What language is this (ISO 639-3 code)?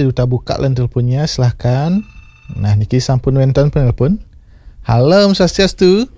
ban